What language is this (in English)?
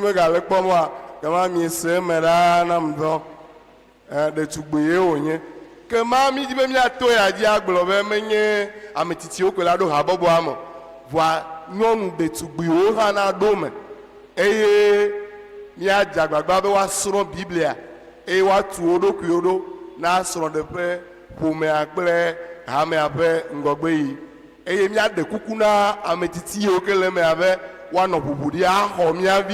Ewe